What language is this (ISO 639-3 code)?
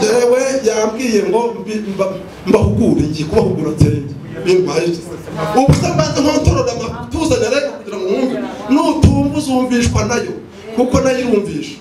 kin